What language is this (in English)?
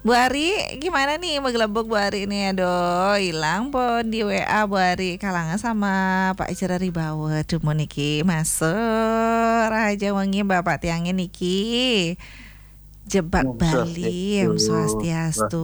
Balinese